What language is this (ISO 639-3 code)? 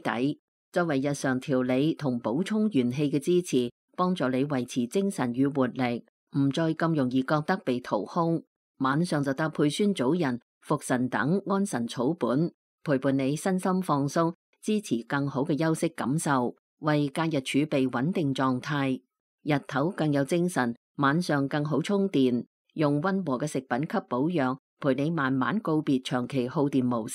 yue